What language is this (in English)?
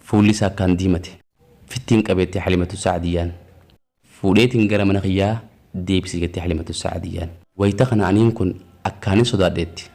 Oromo